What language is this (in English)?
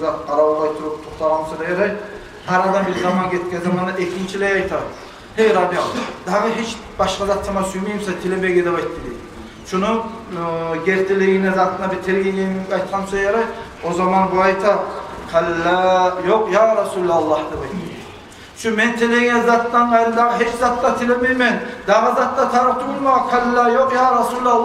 Kumyk